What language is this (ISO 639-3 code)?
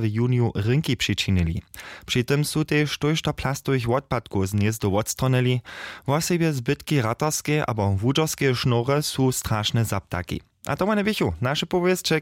hsb